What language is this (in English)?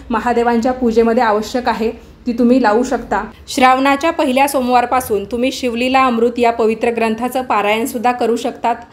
Marathi